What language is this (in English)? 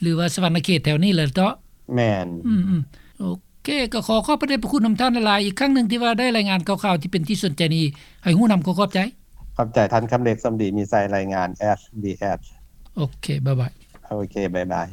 Lao